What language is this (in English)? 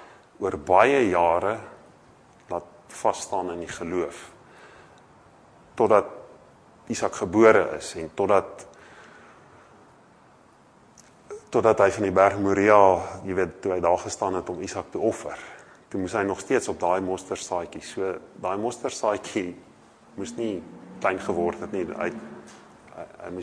Afrikaans